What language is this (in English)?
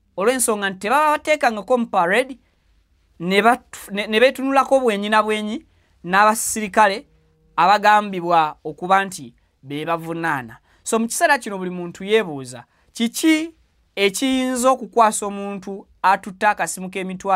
Ganda